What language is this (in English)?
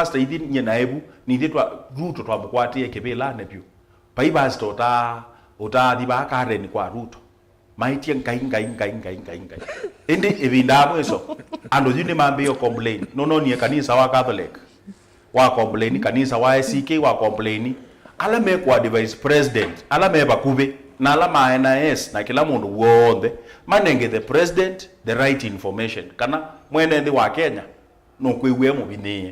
Kamba